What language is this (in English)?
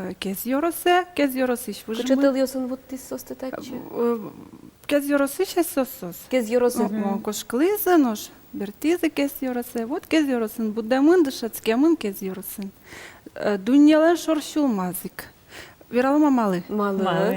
Udmurt